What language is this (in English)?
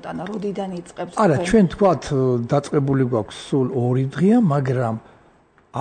Georgian